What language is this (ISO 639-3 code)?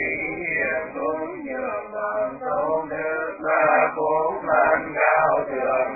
vie